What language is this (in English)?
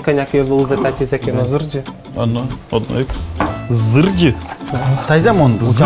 Udmurt